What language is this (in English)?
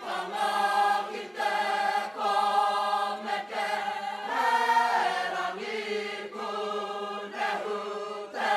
Māori